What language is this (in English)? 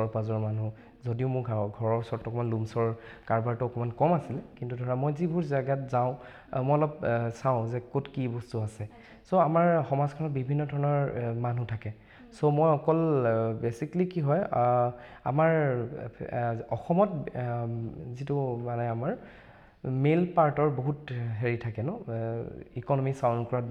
Assamese